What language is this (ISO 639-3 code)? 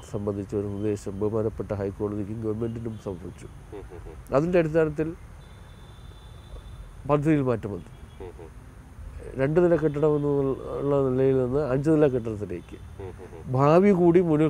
mal